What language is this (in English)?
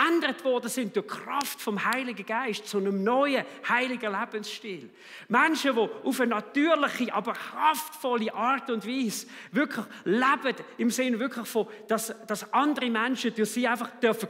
Swiss German